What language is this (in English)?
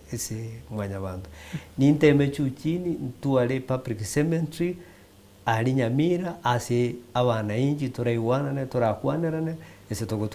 Gusii